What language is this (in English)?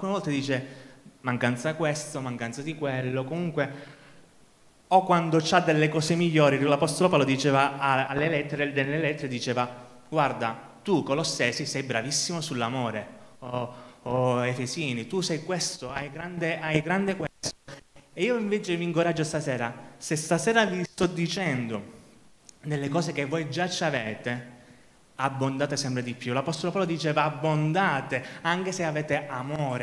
Italian